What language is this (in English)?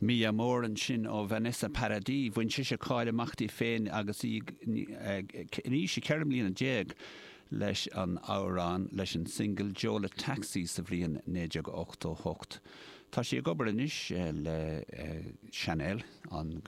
Irish